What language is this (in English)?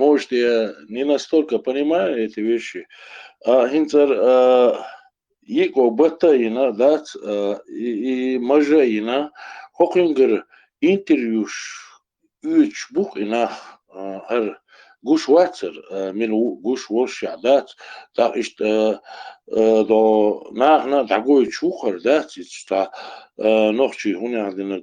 Chechen